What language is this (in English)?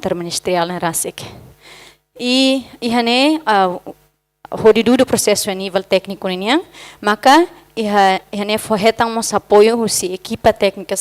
Tetum